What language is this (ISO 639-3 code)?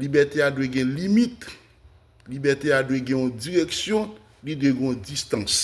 hat